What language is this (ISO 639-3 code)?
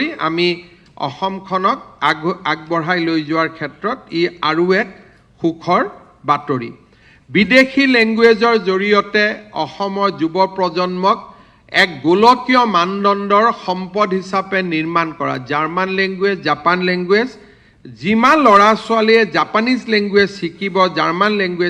asm